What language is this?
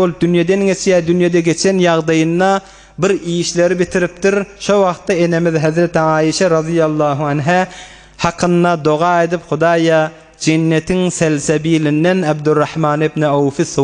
Turkmen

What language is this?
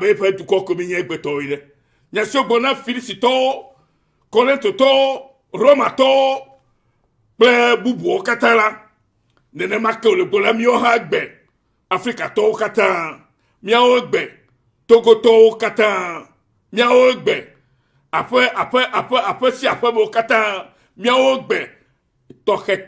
Ewe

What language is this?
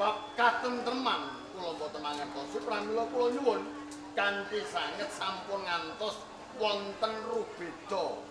Javanese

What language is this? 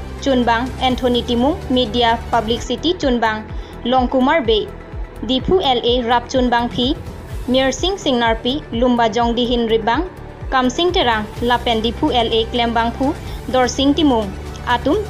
Karbi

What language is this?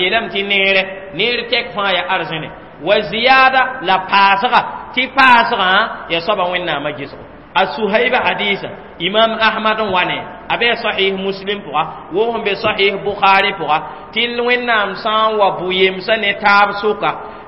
Mossi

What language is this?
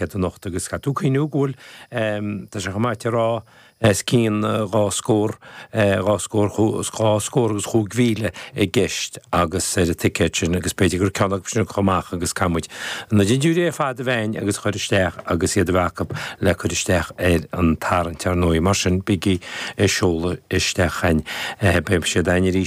Irish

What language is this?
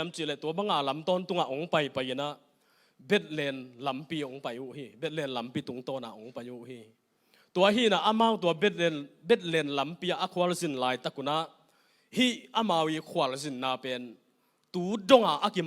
Tedim Chin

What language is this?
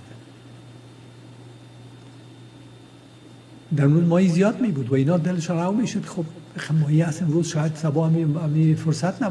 Persian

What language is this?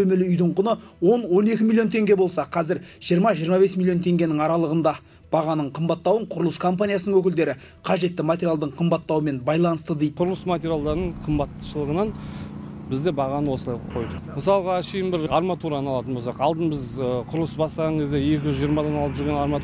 Kazakh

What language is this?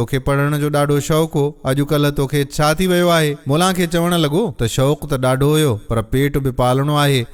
Sindhi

